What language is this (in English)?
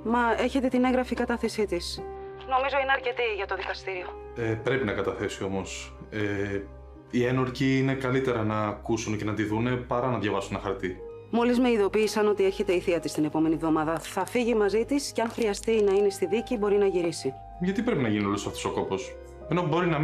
Greek